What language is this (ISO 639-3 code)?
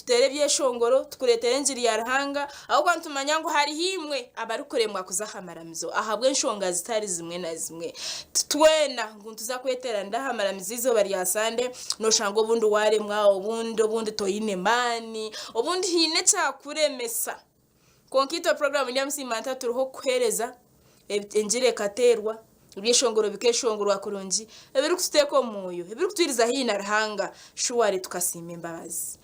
nyn